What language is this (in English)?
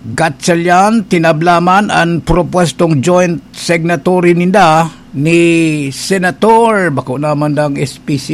Bikol